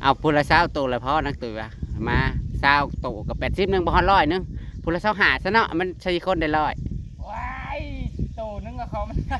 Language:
Northeastern Thai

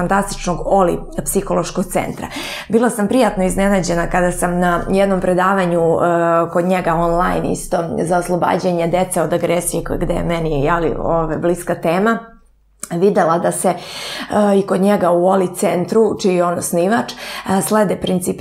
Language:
Serbian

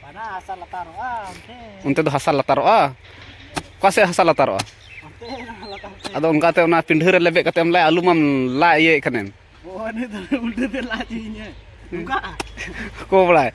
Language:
Santali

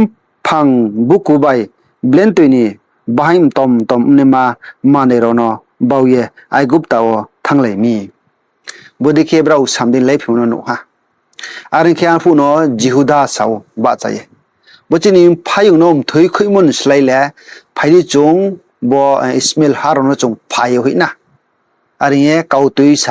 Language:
Riang (India)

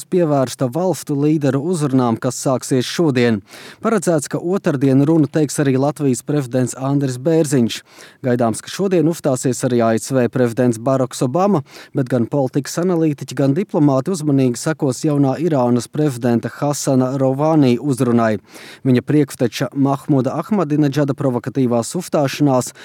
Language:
Latvian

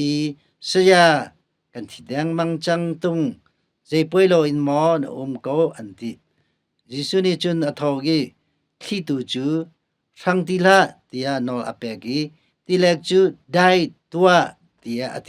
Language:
Hakha Chin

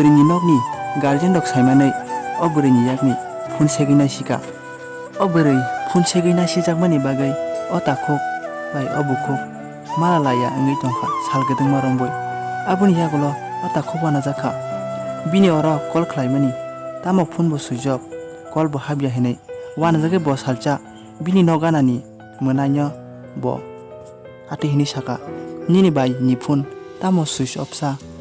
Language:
Kok Borok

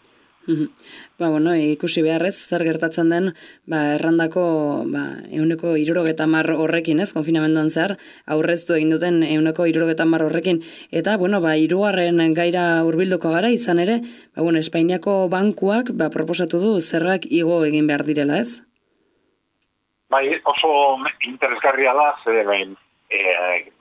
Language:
Basque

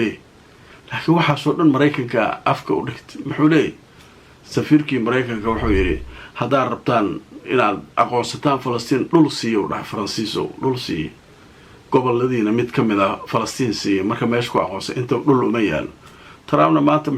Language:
Somali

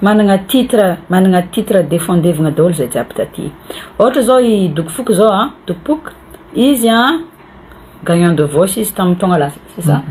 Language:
Malagasy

